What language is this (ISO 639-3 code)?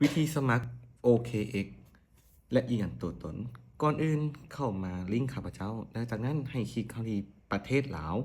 lao